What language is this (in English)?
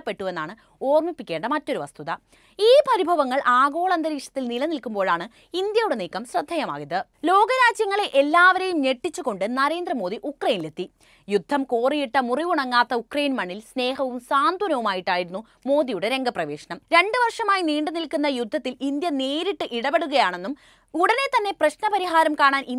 Malayalam